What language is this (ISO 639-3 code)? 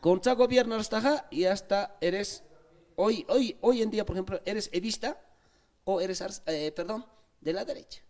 aym